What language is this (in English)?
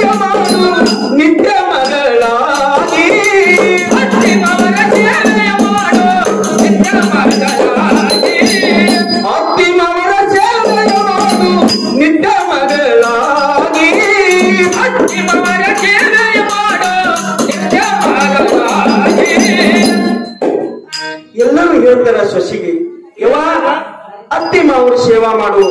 Kannada